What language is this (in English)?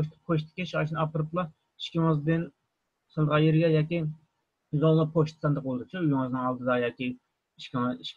Uyghur